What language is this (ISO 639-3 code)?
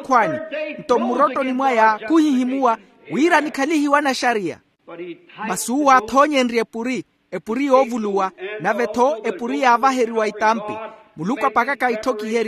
vmw